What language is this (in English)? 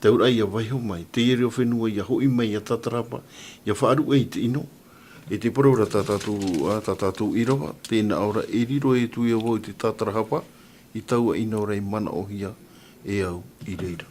Tahitian